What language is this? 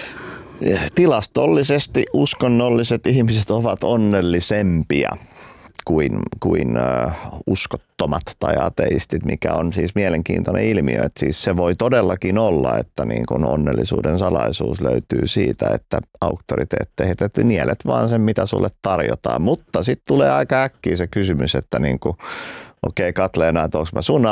Finnish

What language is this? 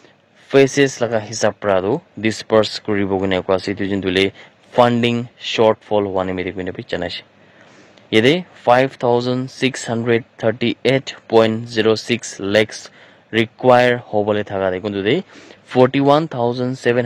Naga Pidgin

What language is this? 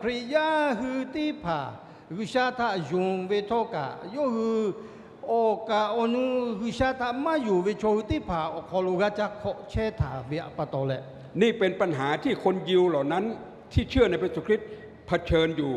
Lahu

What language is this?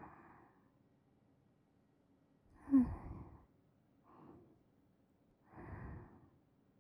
Japanese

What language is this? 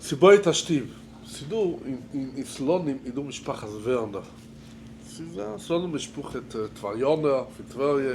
Yiddish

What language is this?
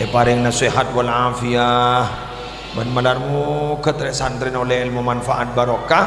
Madurese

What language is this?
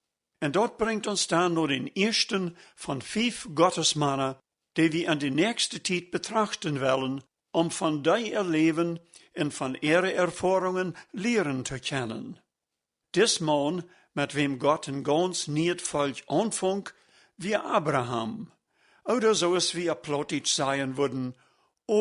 Plautdietsch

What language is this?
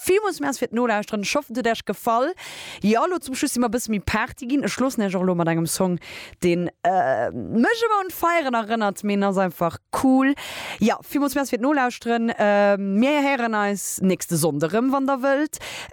Luxembourgish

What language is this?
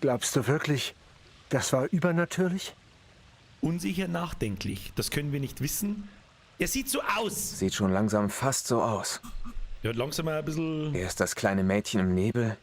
Bavarian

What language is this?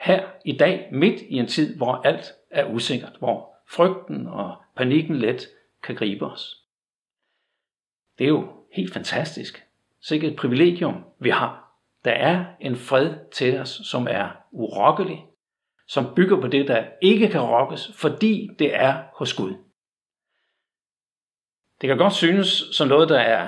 Danish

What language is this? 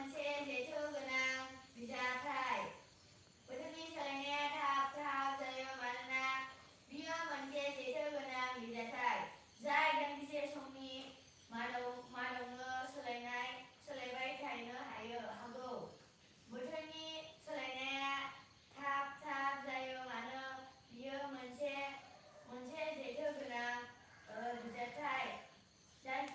Bodo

